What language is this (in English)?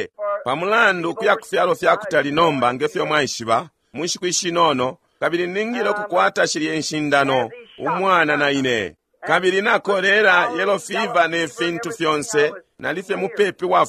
Bemba